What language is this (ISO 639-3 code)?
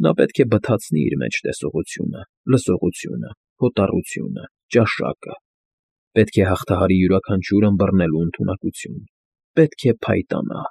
hye